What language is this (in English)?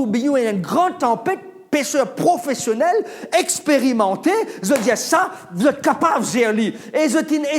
Morisyen